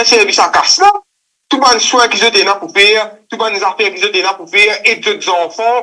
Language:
Morisyen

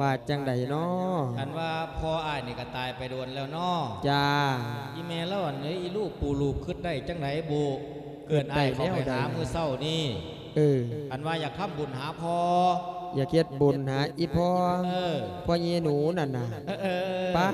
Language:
Lao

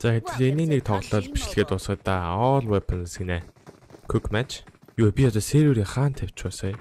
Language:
Mongolian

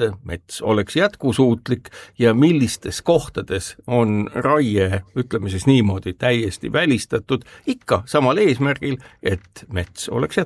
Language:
Estonian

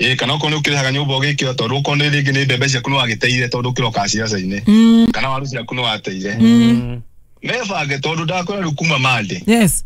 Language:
Kikuyu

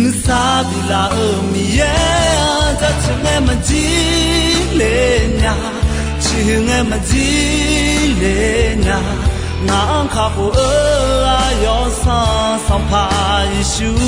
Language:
Akha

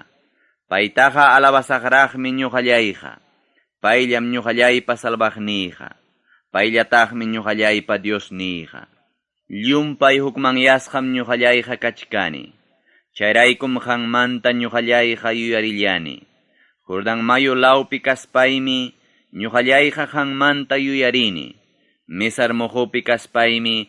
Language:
Ayacucho Quechua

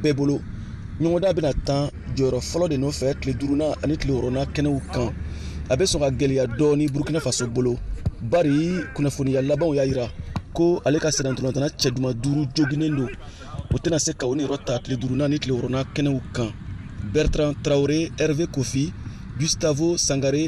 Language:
Bambara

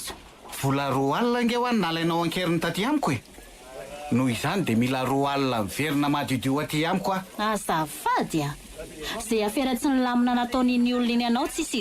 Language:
Malagasy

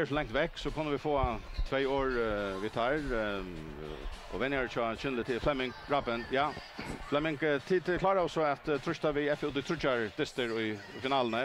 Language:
Faroese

